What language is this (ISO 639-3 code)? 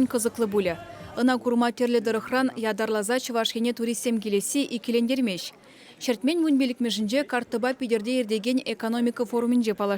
chv